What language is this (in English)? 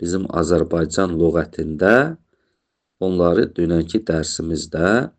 Azerbaijani